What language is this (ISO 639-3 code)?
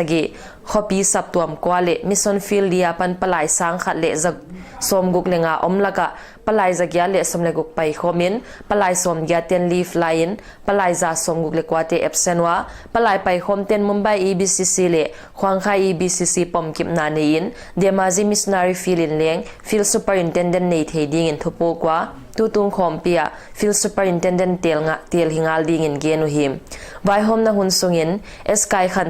pck